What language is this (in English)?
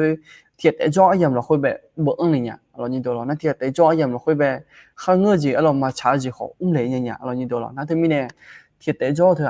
Akha